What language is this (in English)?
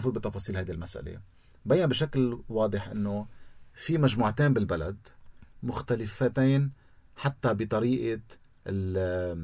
North Levantine Arabic